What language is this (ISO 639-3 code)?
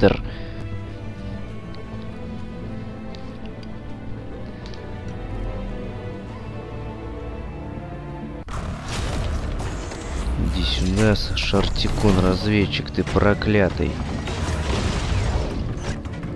rus